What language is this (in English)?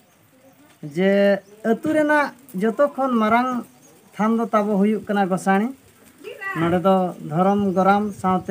Santali